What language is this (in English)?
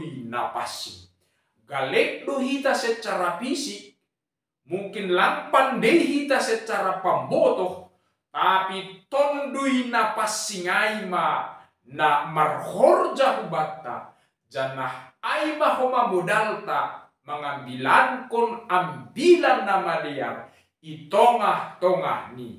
Batak Simalungun